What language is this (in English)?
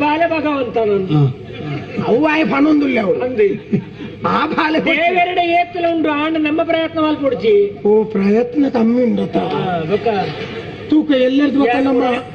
Tulu